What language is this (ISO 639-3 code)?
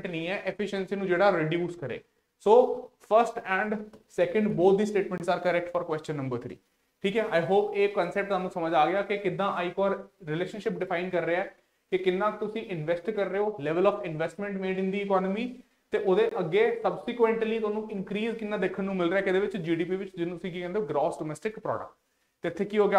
pan